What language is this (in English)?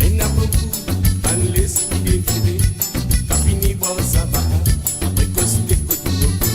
Morisyen